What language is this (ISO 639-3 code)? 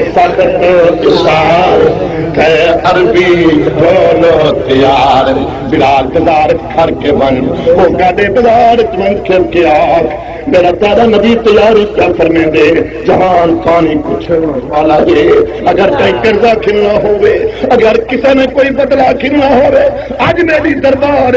skr